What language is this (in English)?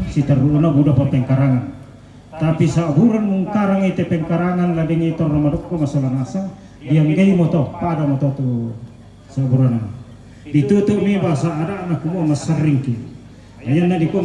Toraja-Sa'dan